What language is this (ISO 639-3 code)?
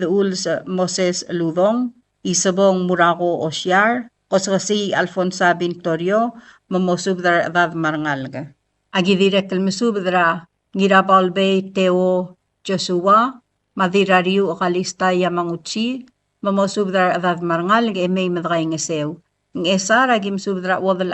pau